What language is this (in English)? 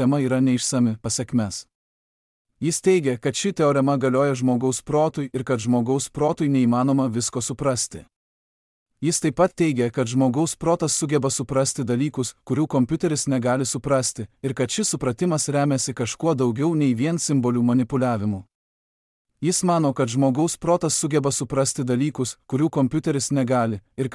Lithuanian